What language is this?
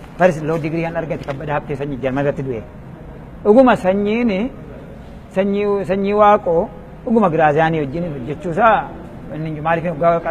Oromo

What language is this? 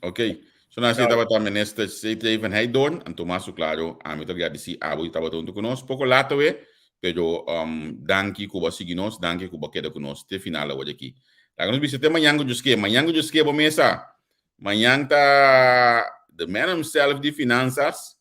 Papiamento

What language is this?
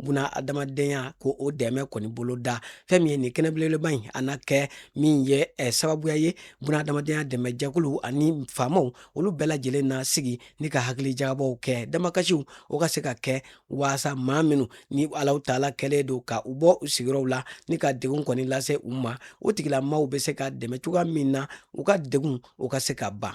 Bambara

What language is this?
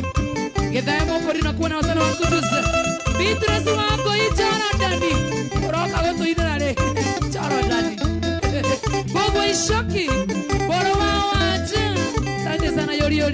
Kikuyu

